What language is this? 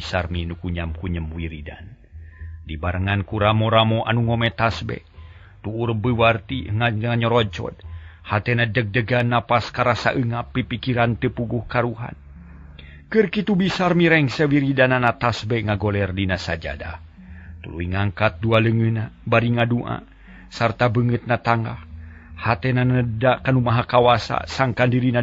Sundanese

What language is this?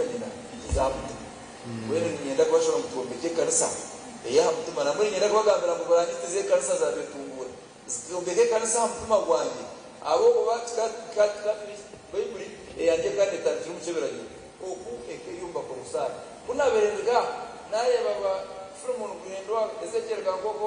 Nyankole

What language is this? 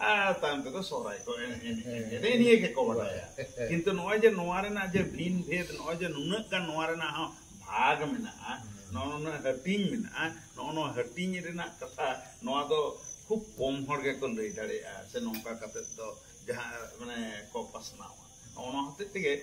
Santali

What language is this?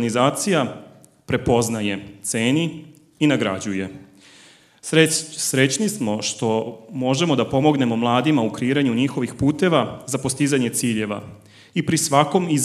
Serbian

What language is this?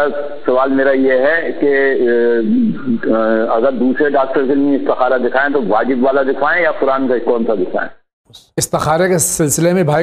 Urdu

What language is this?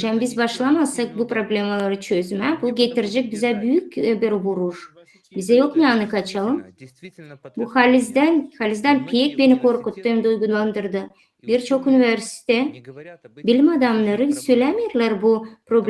Gagauz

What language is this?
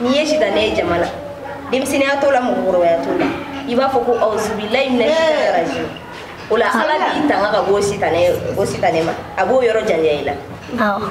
Bambara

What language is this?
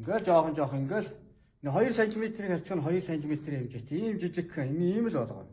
Mongolian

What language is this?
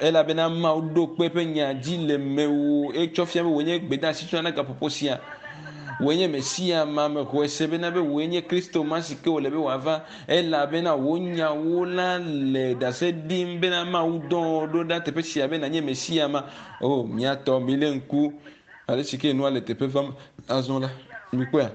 Ewe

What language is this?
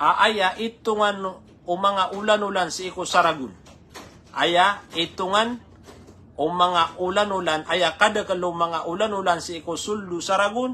Maranao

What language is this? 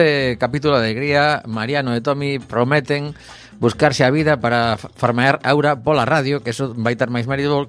Galician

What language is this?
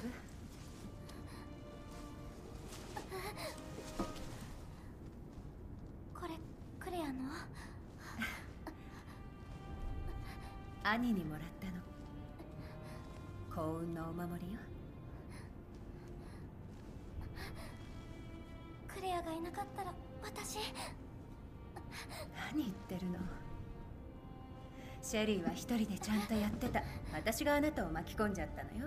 Japanese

